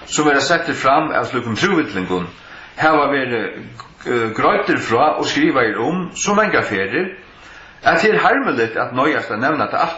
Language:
Faroese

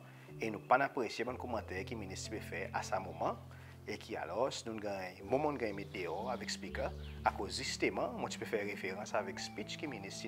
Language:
Seselwa Creole French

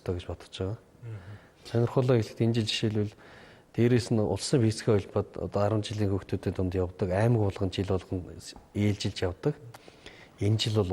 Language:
Mongolian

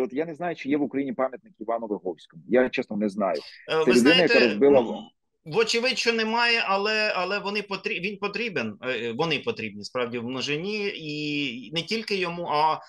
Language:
Ukrainian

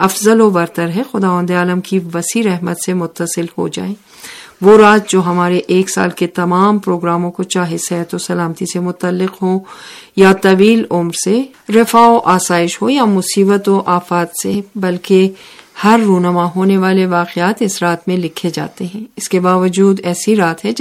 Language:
Urdu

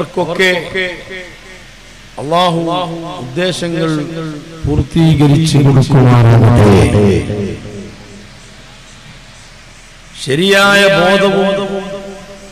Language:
Malayalam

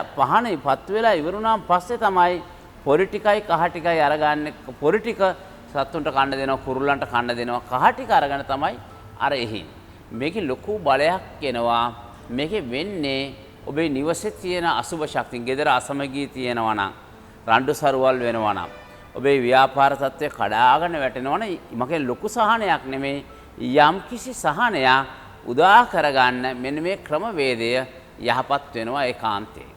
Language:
Sinhala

